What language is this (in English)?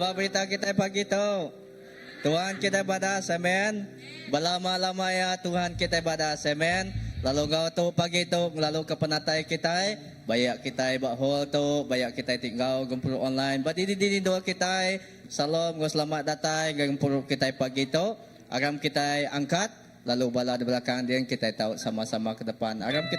Iban